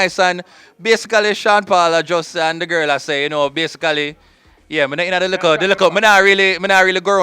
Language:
Jamaican Creole English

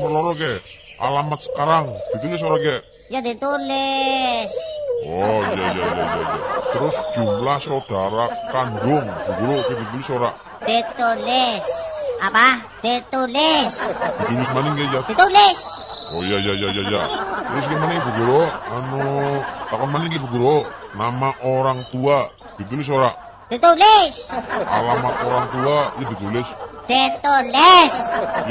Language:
Javanese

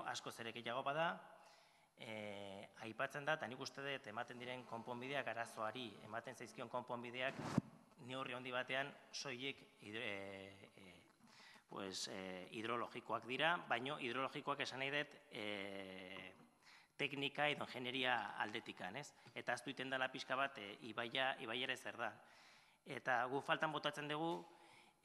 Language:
Basque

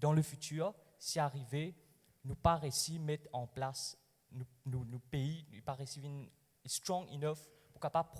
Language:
Morisyen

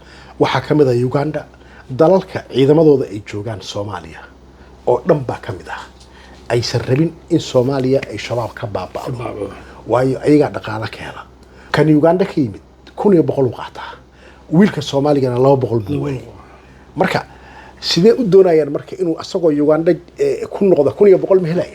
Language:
Somali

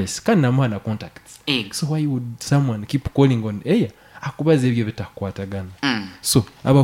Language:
Nyoro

